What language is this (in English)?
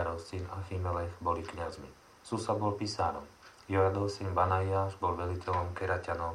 Slovak